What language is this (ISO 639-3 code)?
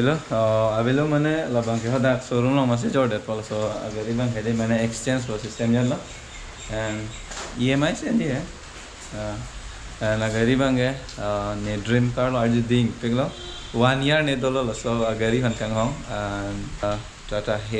mjw